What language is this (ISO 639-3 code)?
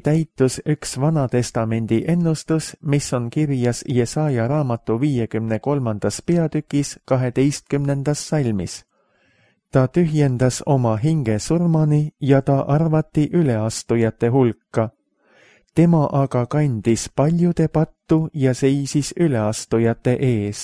est